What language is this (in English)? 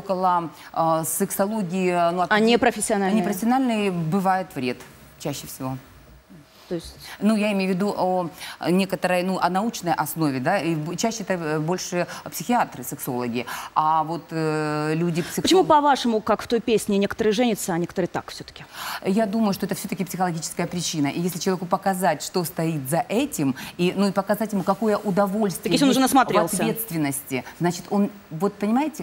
Russian